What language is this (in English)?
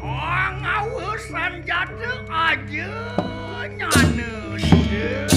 Balinese